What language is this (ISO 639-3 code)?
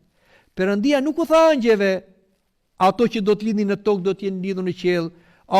sqi